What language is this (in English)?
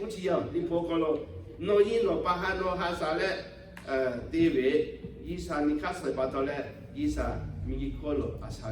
Lahu